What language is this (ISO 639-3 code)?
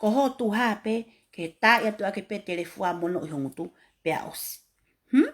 ton